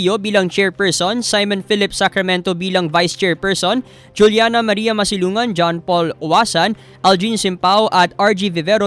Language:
Filipino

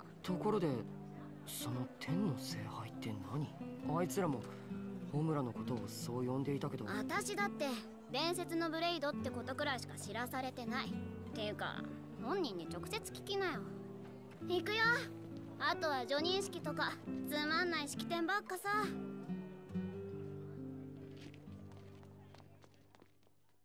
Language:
Japanese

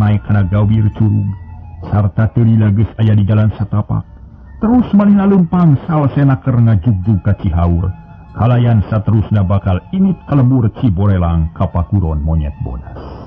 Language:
Sundanese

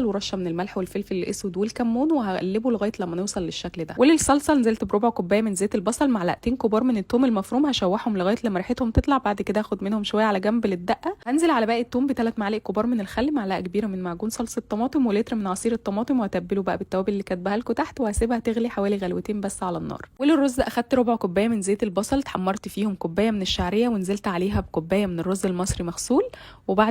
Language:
Egyptian Arabic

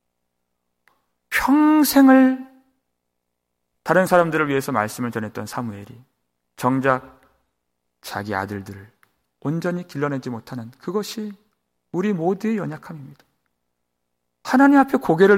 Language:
Korean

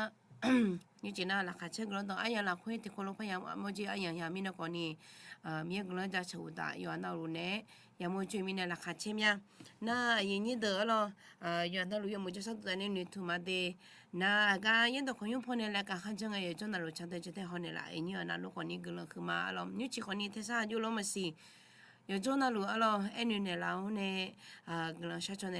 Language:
Akha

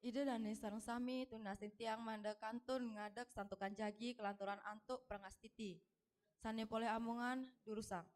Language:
Balinese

